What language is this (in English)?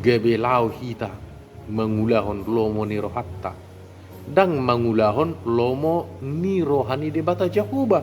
Batak Toba